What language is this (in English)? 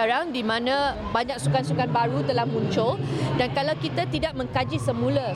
Malay